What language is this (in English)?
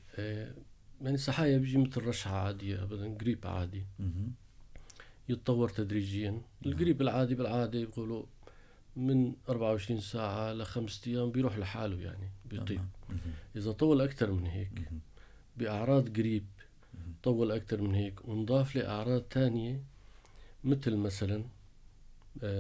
North Levantine Arabic